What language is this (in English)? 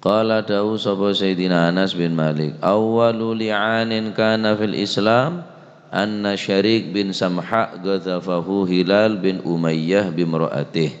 Madurese